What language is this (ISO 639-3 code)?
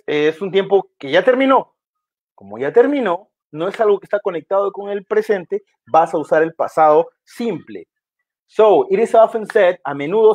spa